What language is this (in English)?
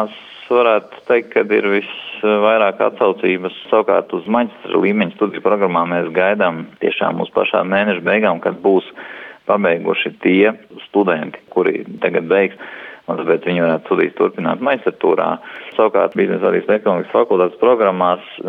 Latvian